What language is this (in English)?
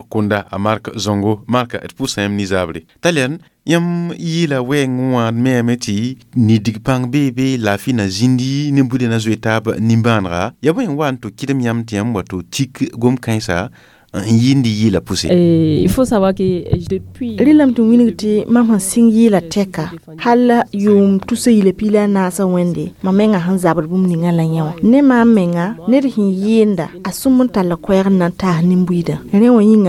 Mossi